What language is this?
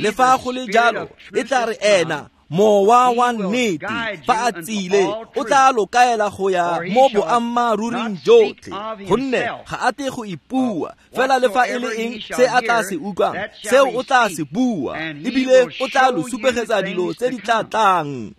Tswana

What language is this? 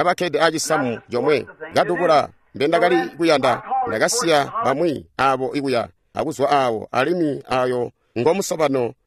Tonga (Zambia)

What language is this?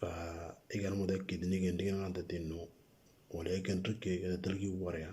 Moro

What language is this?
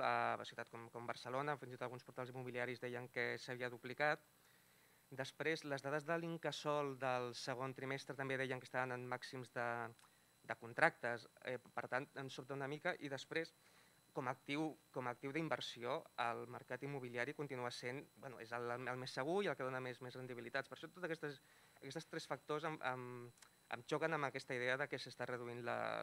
Catalan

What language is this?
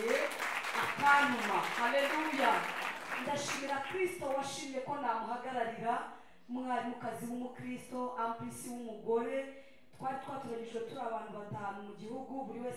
Kinyarwanda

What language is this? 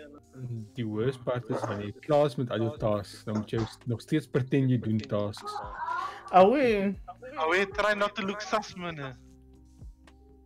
Afrikaans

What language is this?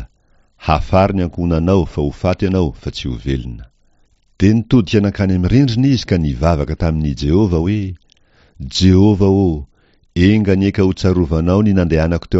Malagasy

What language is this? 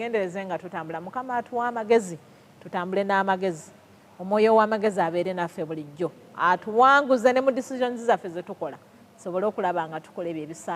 Ganda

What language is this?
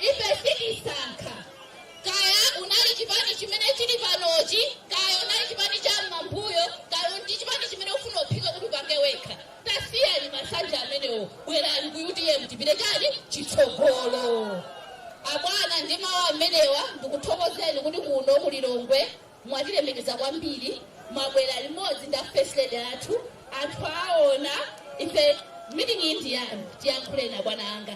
Nyanja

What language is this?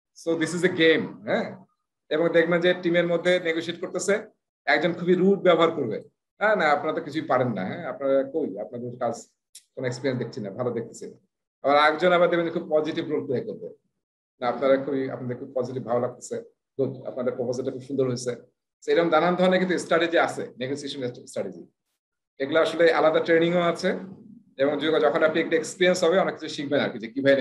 Bangla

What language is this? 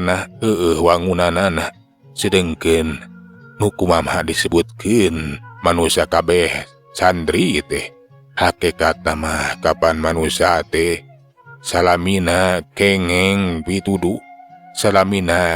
Sundanese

